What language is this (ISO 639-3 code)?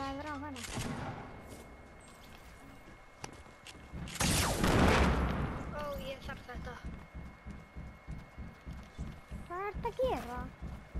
isl